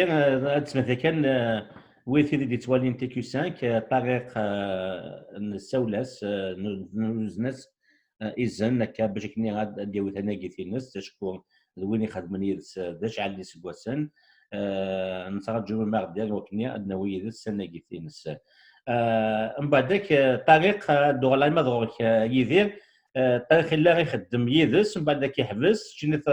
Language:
Kabyle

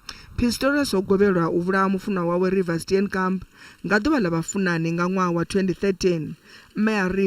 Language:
Venda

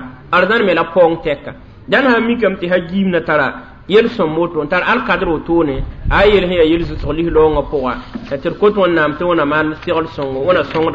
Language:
Mossi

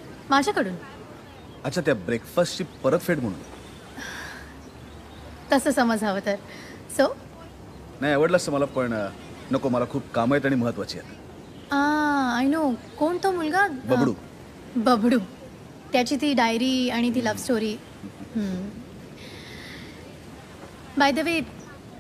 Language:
Marathi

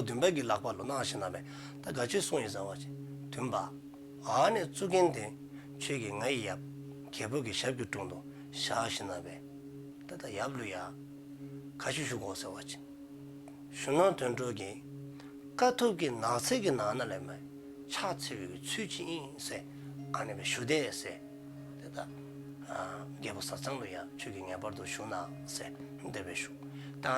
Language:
Dzongkha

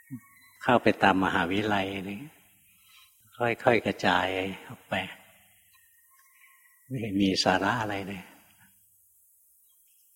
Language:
Thai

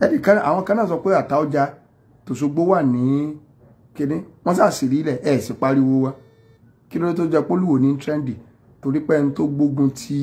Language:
Yoruba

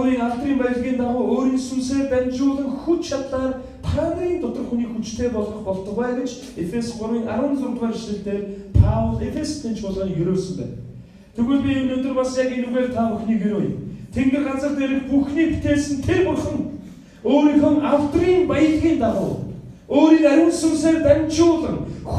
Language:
Mongolian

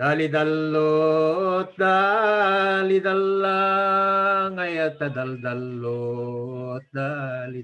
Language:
Iloko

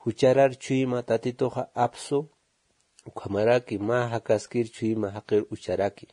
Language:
Aymara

